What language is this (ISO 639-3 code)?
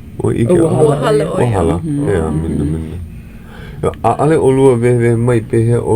haw